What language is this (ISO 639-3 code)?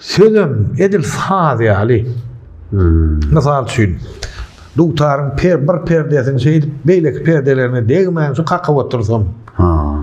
tuk